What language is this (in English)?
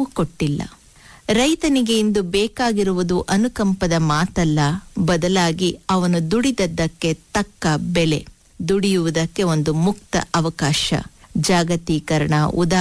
Kannada